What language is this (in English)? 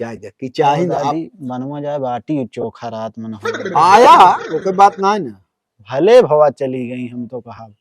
Awadhi